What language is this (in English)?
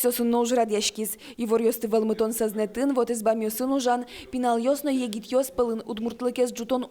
Udmurt